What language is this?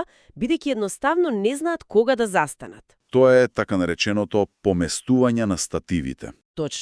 Macedonian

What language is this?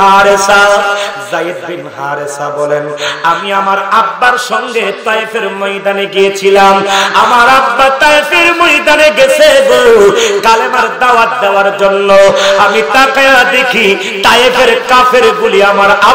Bangla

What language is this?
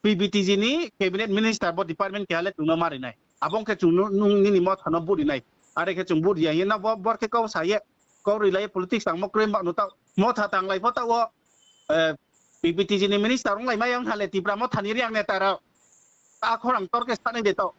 Riang (India)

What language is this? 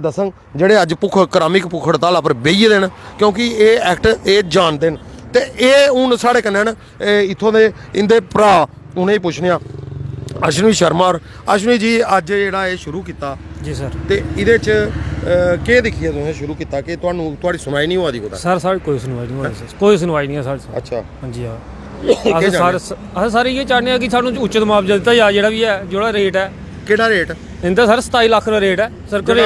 Dogri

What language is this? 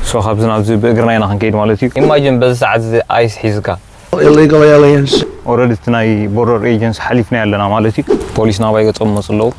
Tigrinya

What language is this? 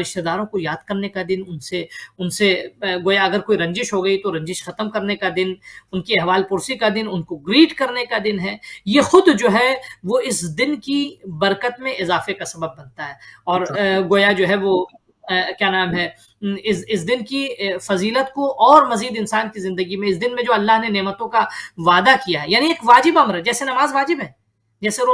Urdu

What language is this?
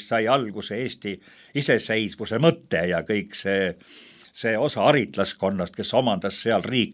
Estonian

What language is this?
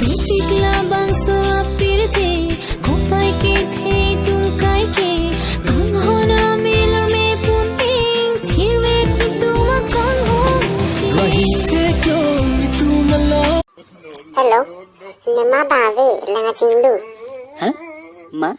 Karbi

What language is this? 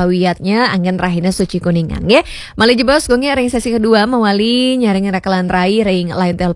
Balinese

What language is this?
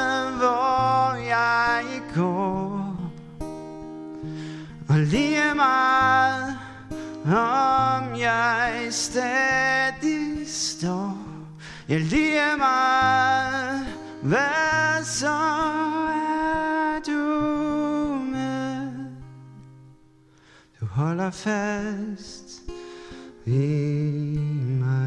Danish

